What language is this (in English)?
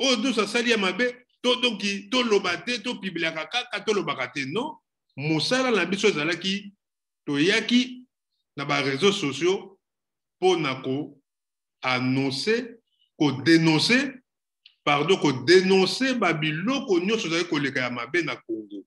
Lingala